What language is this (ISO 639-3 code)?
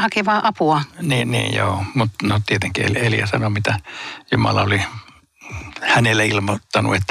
fin